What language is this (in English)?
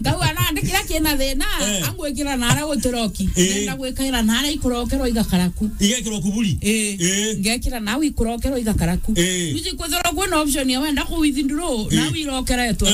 Meru